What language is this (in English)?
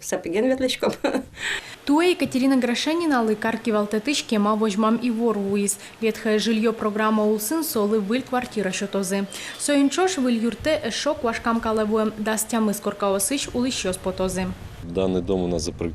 Udmurt